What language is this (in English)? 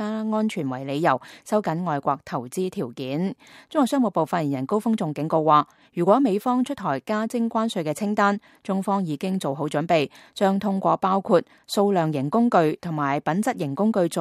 Cantonese